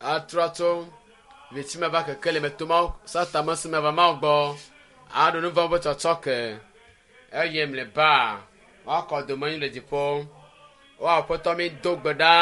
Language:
Ewe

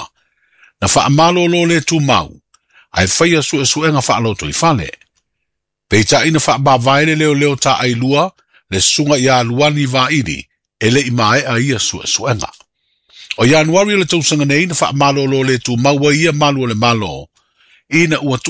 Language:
Samoan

